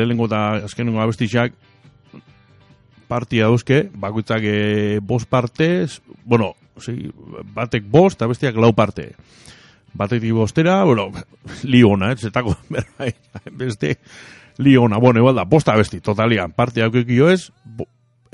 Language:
Basque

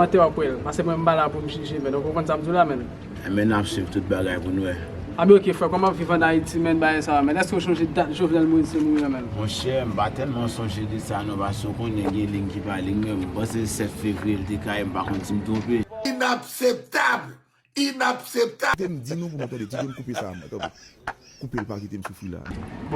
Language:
Haitian Creole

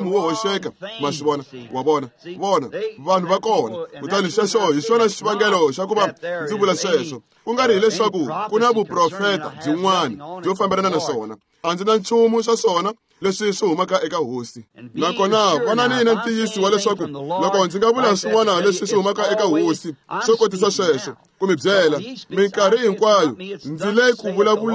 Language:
Tsonga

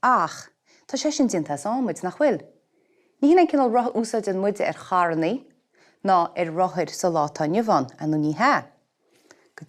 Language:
Irish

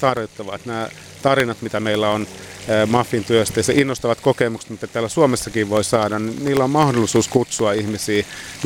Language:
Finnish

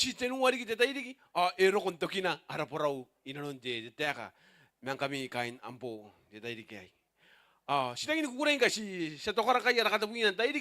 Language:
Gilbertese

